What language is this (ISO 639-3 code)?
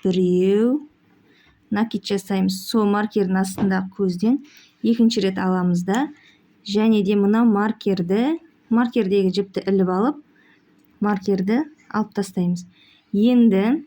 kaz